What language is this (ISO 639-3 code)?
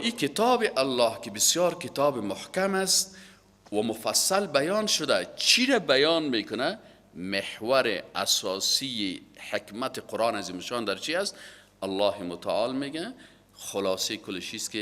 fas